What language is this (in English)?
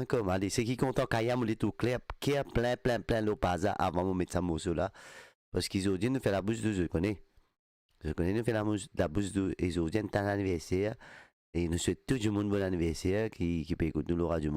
Morisyen